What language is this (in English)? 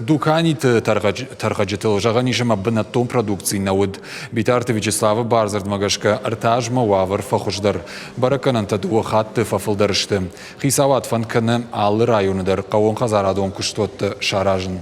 Ossetic